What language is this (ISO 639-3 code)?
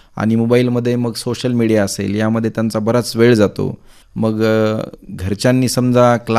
mar